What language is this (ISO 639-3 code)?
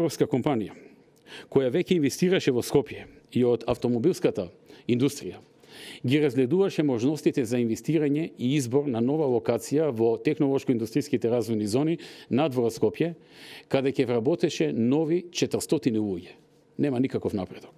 mkd